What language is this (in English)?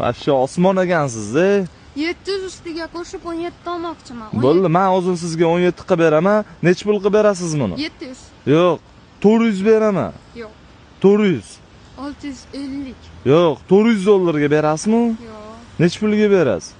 Uzbek